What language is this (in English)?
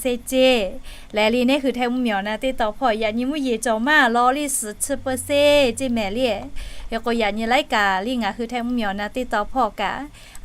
Lahu